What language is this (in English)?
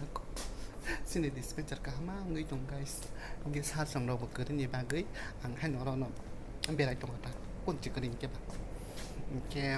Kok Borok